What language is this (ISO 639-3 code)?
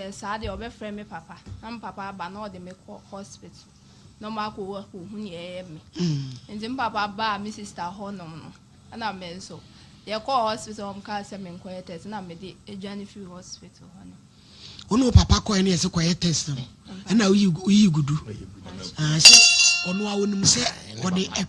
aka